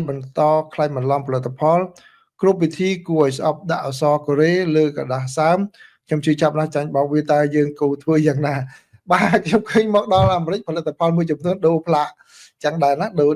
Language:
Khmer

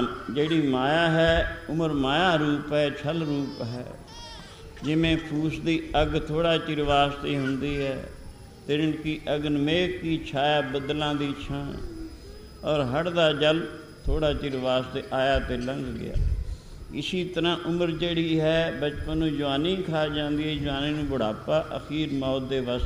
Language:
Punjabi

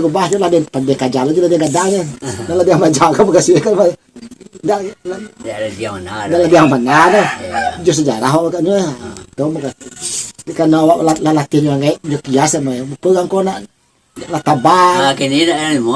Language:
Minangkabau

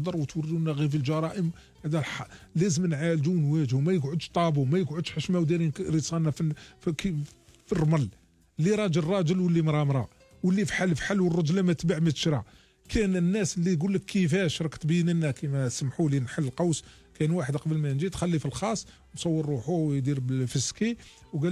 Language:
Algerian Arabic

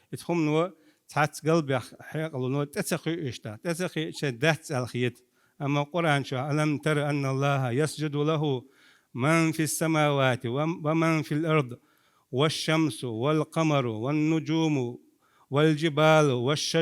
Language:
Chechen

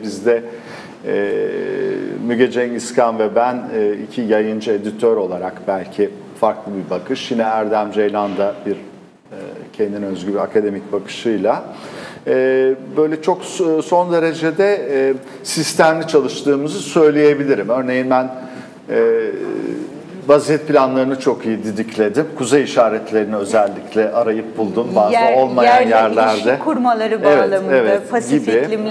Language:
Turkish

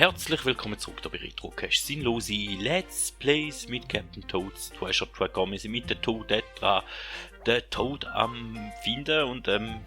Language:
Swiss German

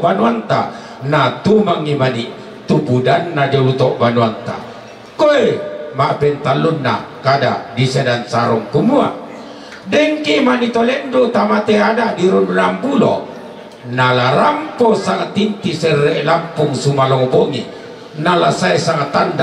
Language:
Toraja-Sa'dan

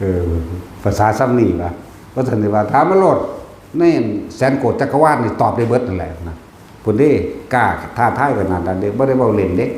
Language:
Northeastern Thai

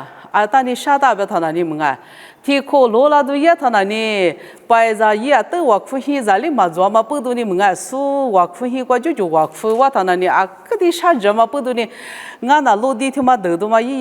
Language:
Lisu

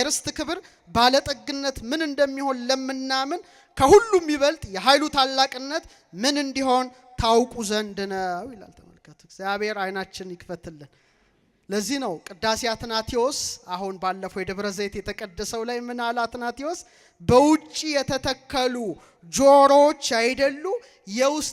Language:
Amharic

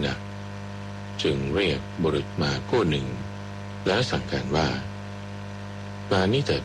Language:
Thai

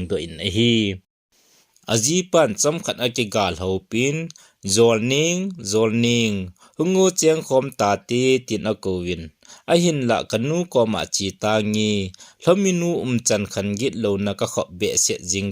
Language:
Thado Chin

